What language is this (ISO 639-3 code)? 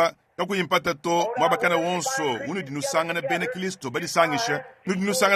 lua